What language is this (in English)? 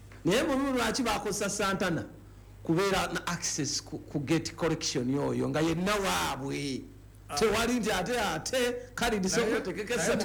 Ganda